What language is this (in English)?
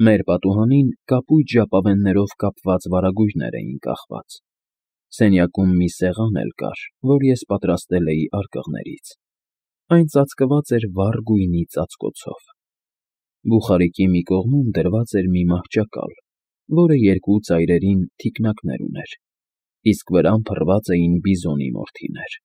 Armenian